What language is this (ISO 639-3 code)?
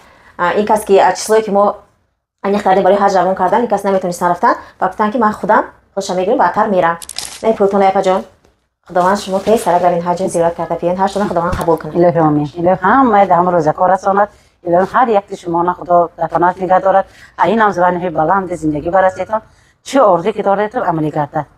tgk